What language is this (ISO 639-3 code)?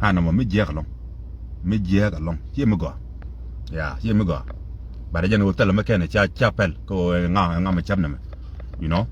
nus